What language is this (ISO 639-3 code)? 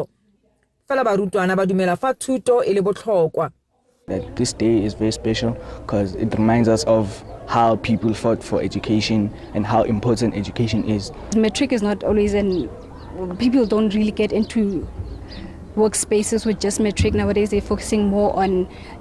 nso